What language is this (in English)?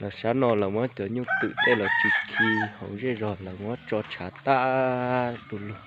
Hmong